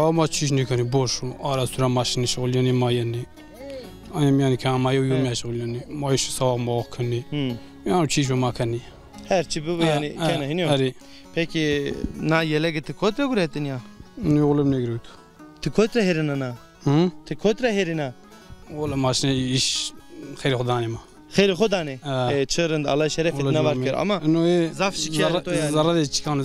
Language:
Zaza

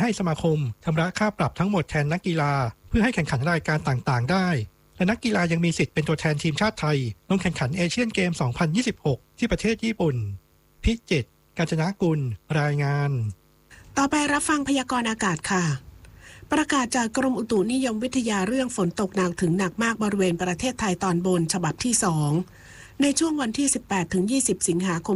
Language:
Thai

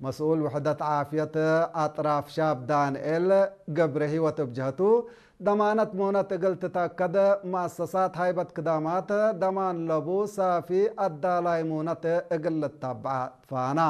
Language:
Tigre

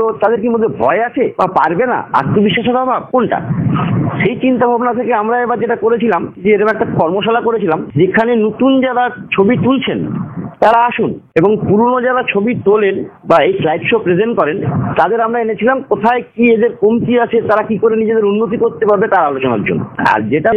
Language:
Bangla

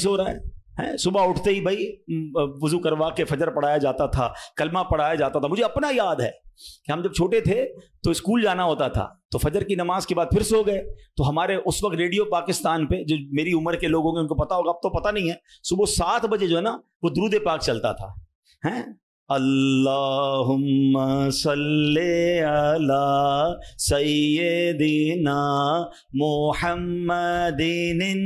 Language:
Urdu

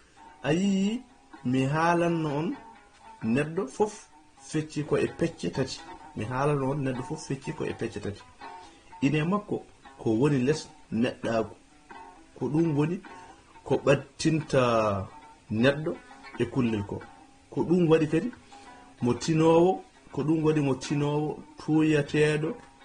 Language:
Fula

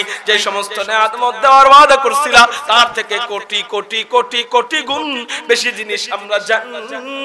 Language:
Bangla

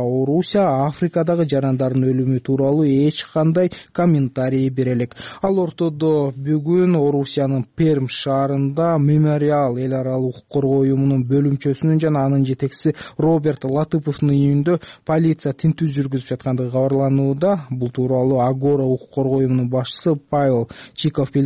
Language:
Kyrgyz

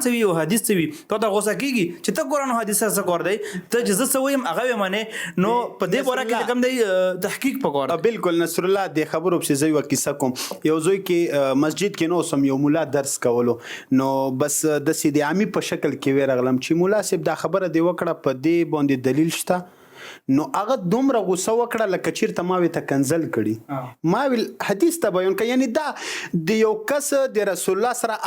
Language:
Pashto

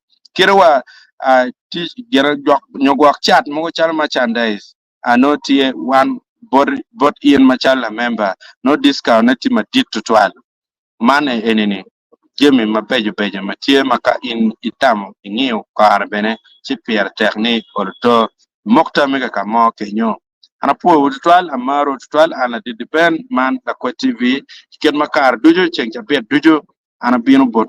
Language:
Acoli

